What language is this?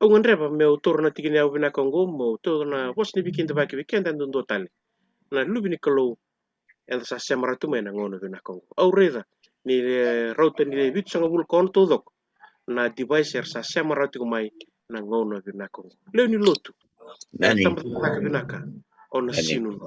Fijian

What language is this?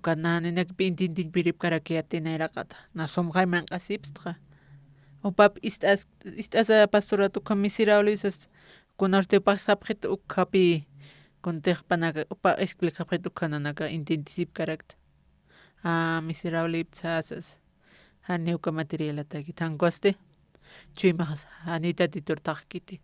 Aymara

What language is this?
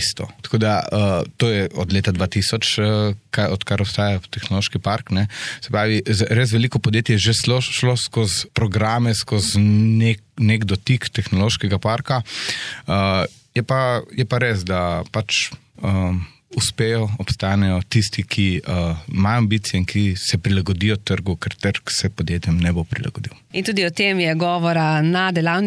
Slovenian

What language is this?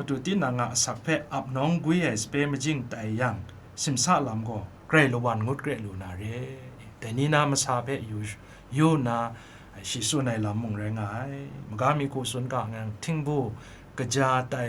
Kachin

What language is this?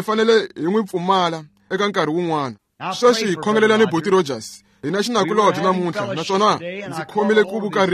Tsonga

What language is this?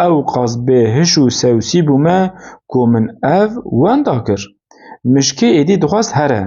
Kurdish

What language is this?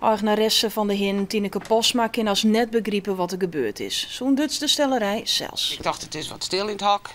Western Frisian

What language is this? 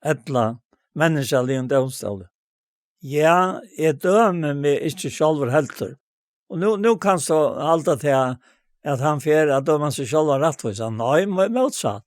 Faroese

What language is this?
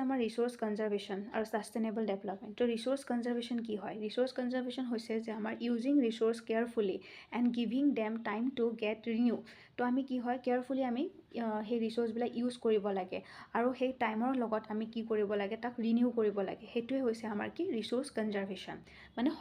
Assamese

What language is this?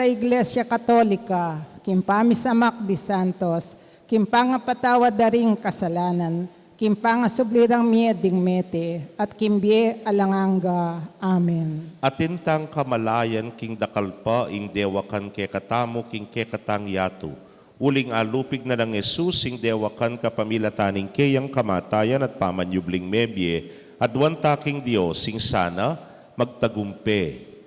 Pampanga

